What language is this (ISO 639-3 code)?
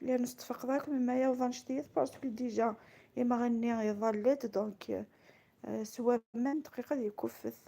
kab